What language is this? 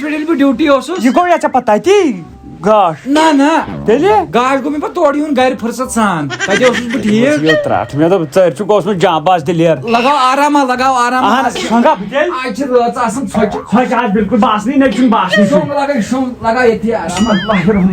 Kashmiri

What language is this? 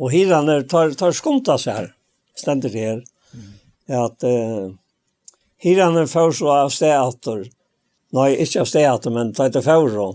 Faroese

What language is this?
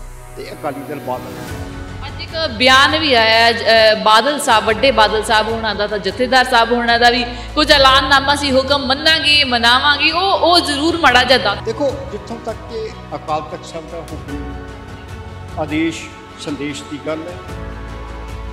Punjabi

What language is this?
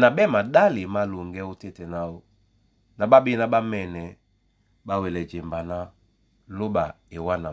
Duala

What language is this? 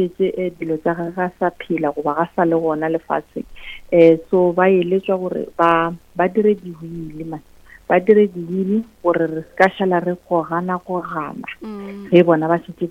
Northern Sotho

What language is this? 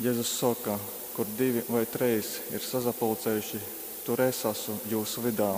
Latgalian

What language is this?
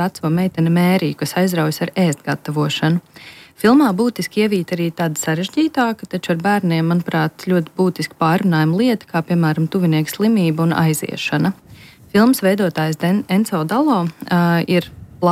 Latvian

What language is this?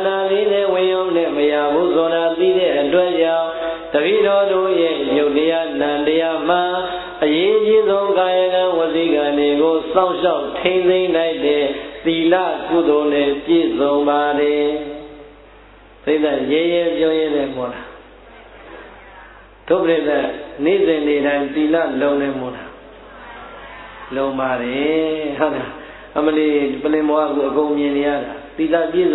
Burmese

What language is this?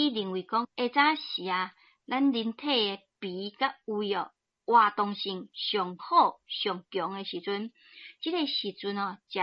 Min Nan Chinese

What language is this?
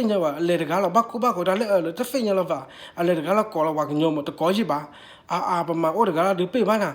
S'gaw Karen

